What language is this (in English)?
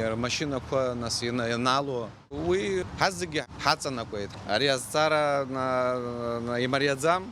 Abkhazian